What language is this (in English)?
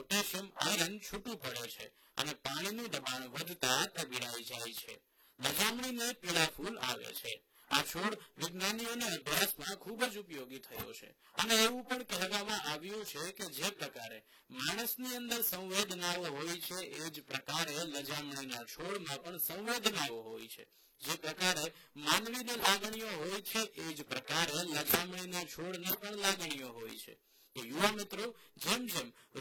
Gujarati